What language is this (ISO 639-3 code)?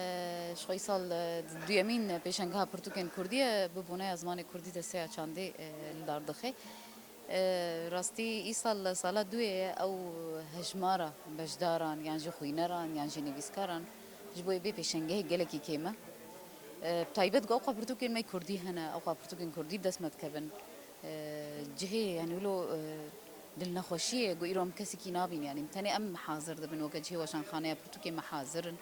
kur